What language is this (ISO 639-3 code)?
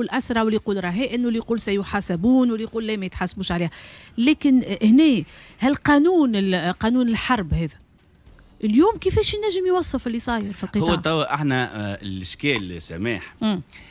aeb